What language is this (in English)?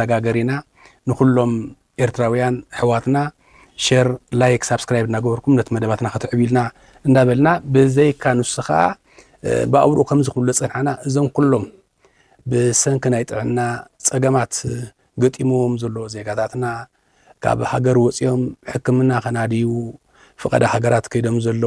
Tigrinya